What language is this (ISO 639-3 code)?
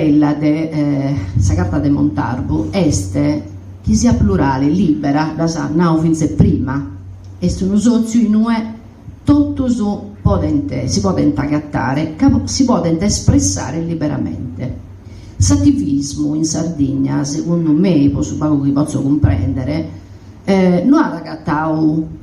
srd